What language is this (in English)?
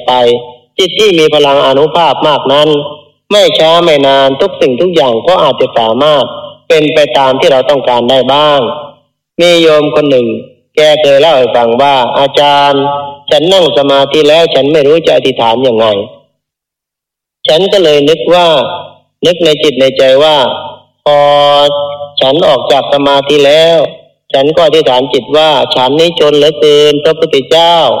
Thai